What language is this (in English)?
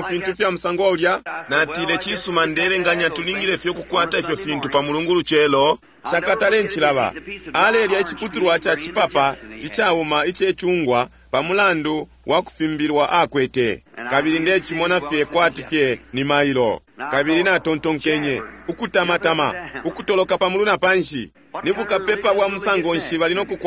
Bemba